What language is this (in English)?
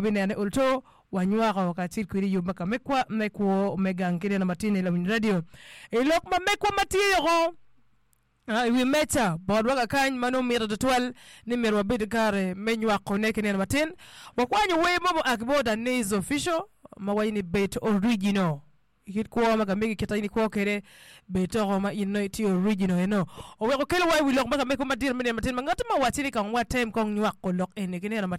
Acoli